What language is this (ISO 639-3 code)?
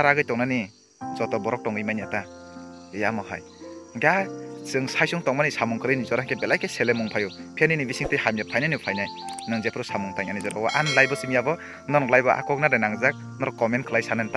trp